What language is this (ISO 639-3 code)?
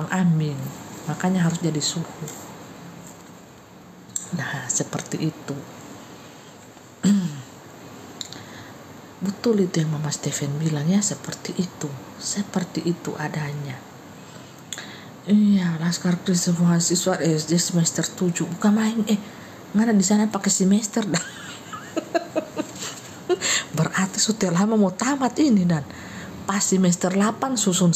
ind